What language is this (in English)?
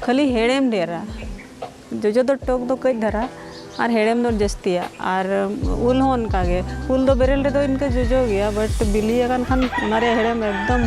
Santali